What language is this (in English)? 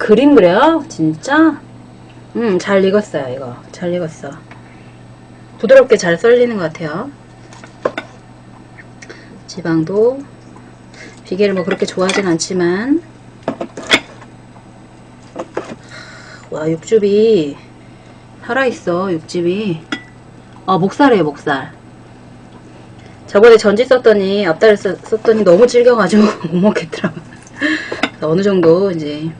Korean